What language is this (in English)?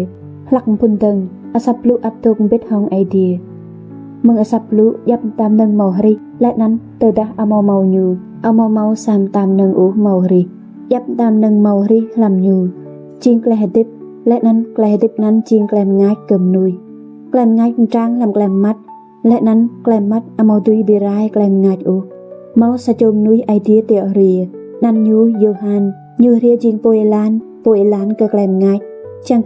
Rade